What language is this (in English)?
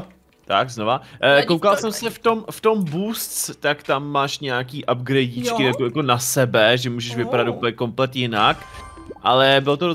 Czech